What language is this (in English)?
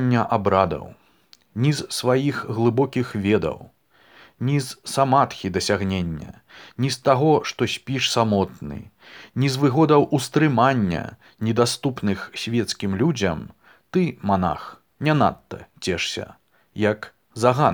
Belarusian